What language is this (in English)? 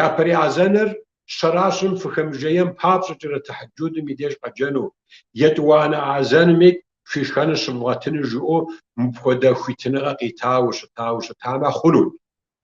Kabardian